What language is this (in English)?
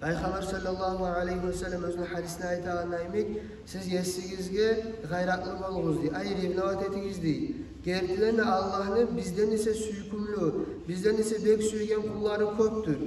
Kumyk